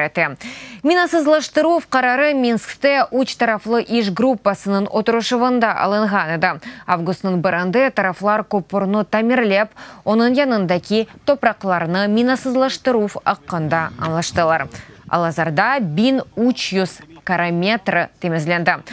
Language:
Crimean Tatar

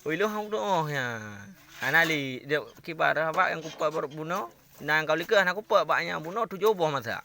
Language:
Achinese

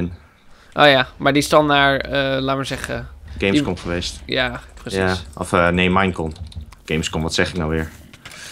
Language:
Dutch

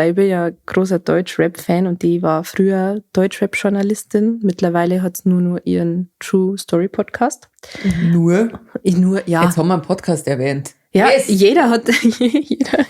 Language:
Bavarian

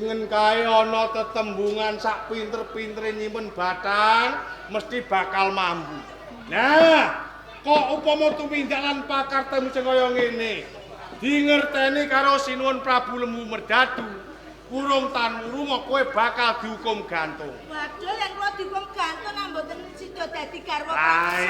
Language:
Javanese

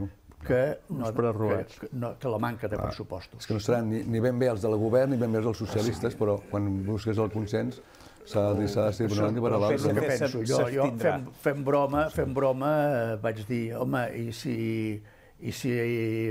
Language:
Catalan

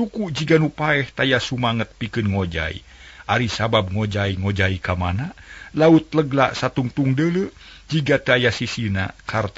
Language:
Sundanese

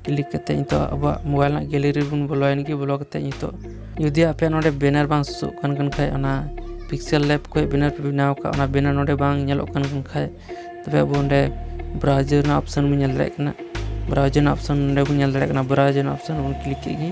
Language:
Santali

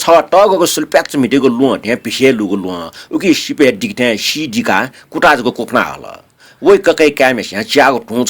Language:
Newari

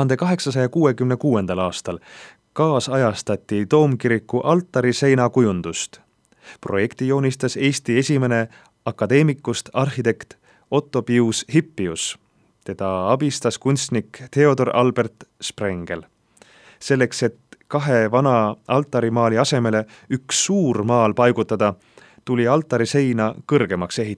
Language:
Estonian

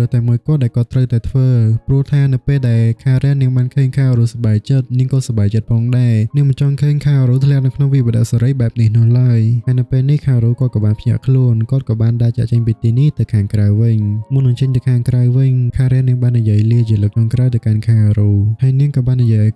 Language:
Khmer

